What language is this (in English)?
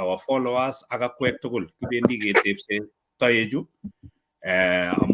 Kalenjin